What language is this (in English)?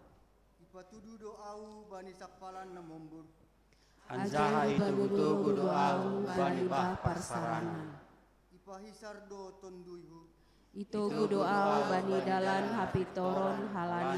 Batak Simalungun